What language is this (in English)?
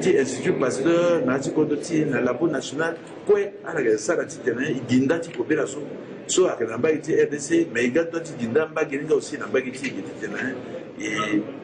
Sango